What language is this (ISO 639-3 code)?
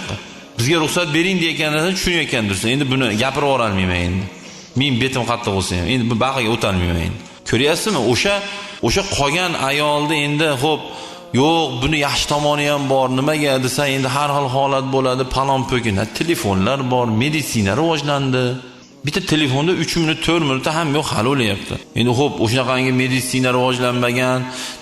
uzb